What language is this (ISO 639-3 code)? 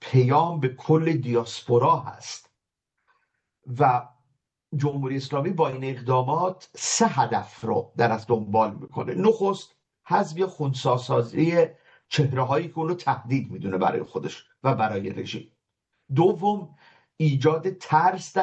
fas